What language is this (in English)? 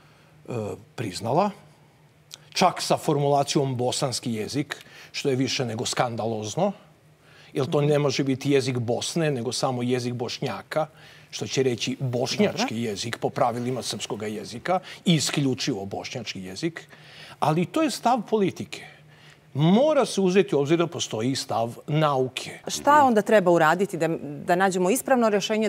Serbian